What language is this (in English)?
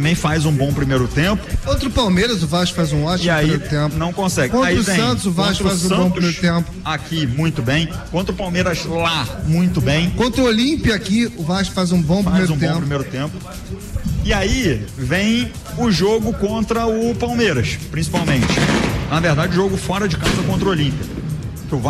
Portuguese